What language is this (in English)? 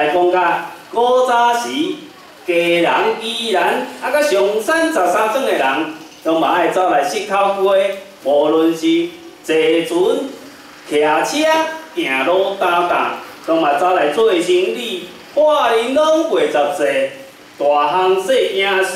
Min Nan Chinese